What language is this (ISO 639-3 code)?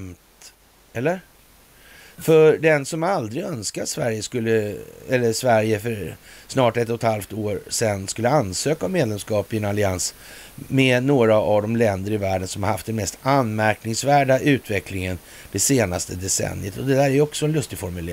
swe